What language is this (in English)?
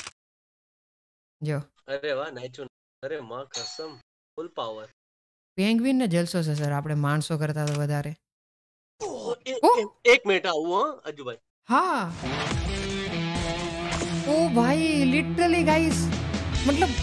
Gujarati